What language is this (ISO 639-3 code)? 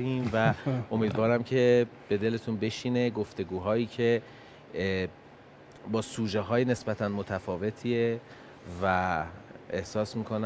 fas